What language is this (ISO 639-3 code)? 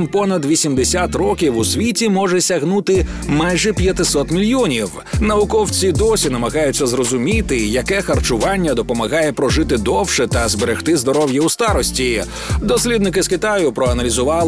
ukr